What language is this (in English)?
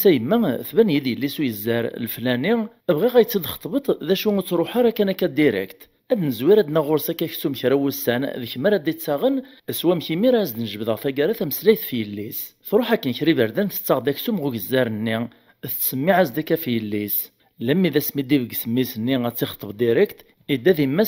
Kabyle